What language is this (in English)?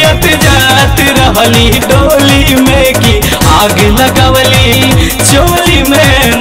Bhojpuri